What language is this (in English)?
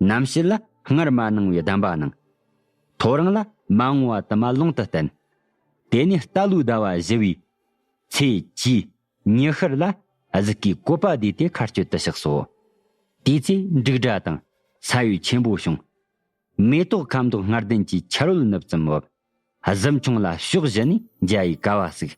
Tibetan